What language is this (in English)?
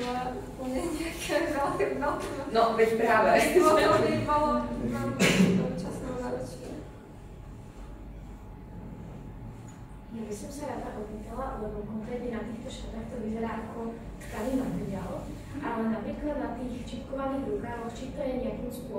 Slovak